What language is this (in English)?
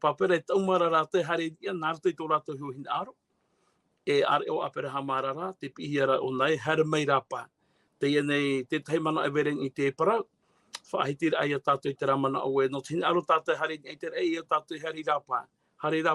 Tahitian